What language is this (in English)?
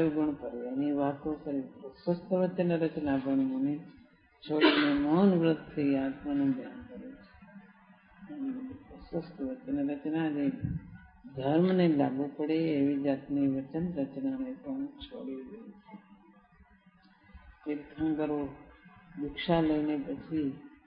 Gujarati